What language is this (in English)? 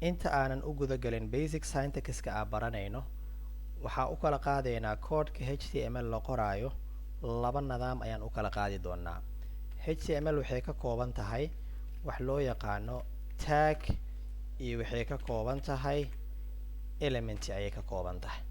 Somali